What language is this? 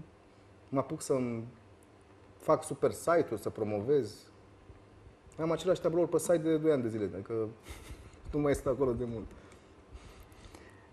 Romanian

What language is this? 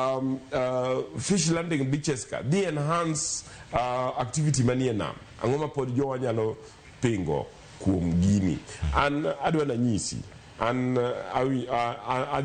Luo (Kenya and Tanzania)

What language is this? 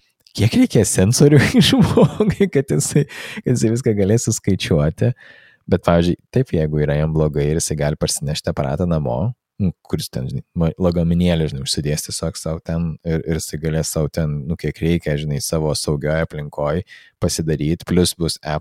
Lithuanian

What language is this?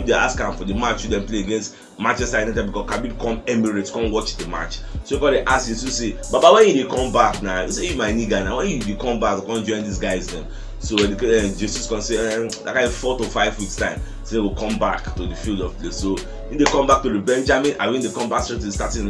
Nigerian Pidgin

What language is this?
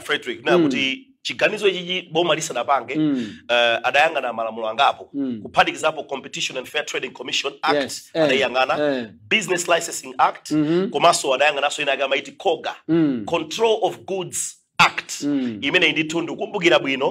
Nyanja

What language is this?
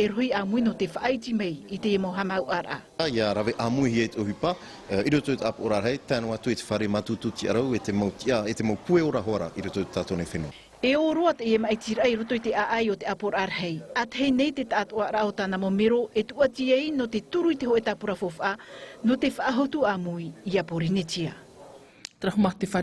Tahitian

